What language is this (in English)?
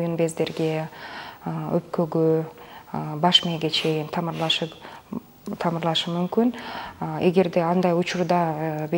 Kyrgyz